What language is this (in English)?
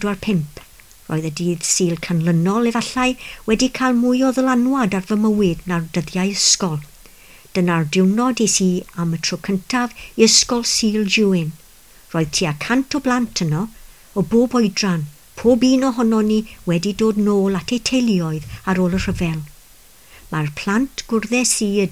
Welsh